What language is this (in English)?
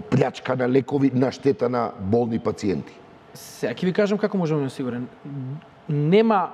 Macedonian